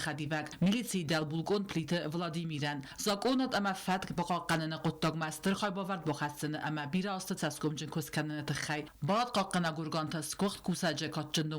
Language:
Ossetic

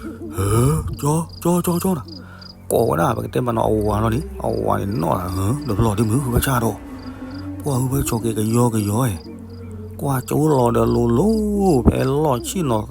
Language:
S'gaw Karen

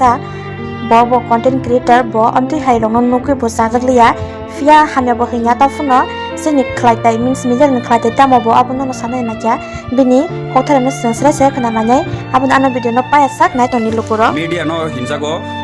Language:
Kok Borok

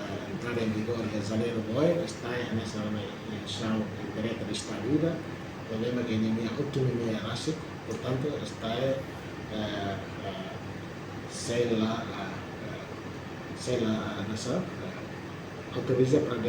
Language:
Tetum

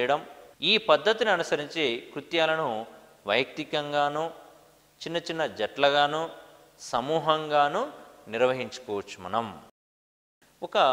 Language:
Telugu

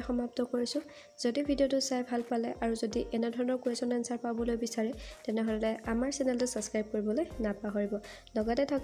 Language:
Assamese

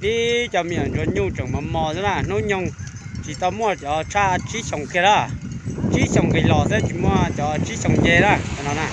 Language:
Hmong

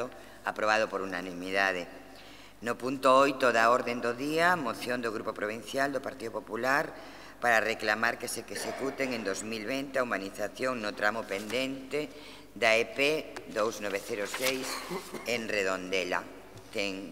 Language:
Galician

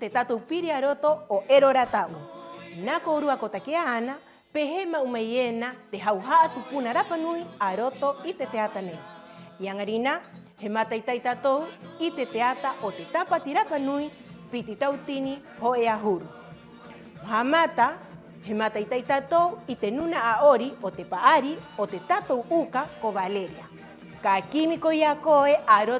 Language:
Rapanui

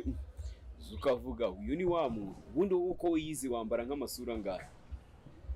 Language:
Kinyarwanda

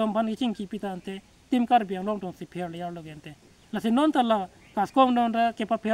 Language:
Karbi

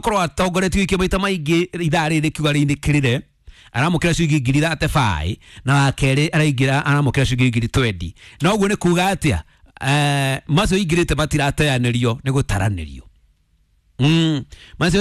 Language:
Kikuyu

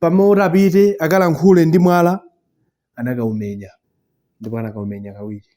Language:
Nyanja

